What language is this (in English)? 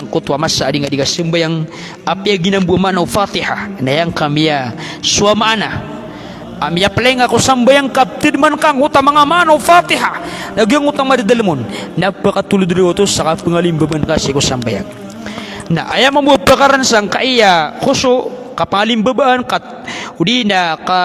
Maranao